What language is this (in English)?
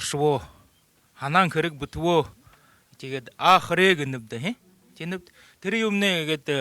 Buriat